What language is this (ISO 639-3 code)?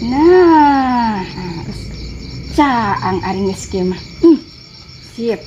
sun